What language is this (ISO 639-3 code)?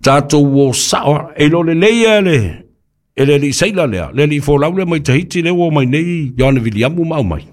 smo